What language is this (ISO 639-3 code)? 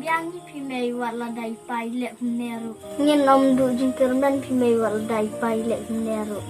kha